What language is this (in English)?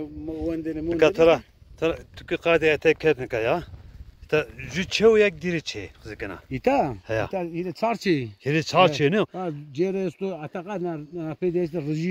Zaza